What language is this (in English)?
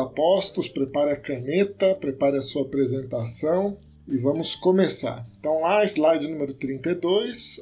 Portuguese